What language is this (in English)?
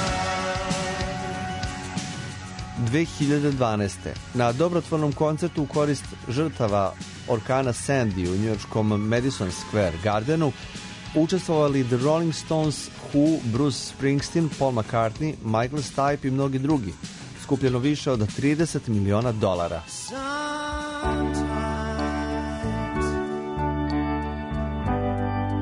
Serbian